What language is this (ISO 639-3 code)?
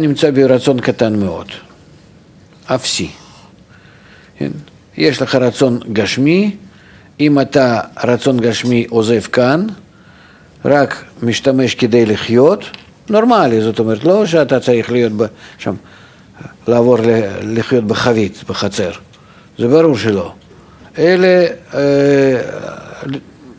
heb